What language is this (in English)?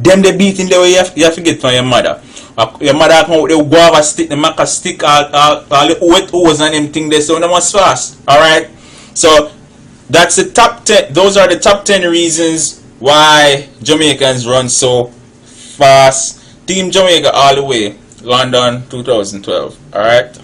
Jamaican Creole English